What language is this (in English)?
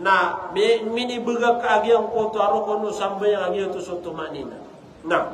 Maranao